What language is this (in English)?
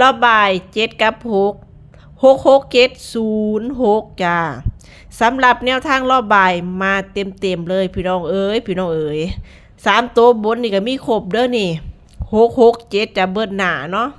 Northeastern Thai